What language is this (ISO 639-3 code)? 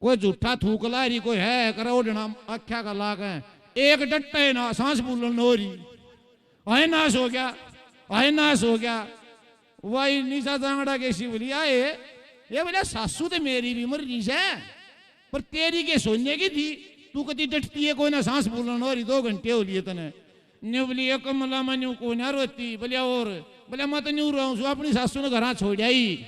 bgc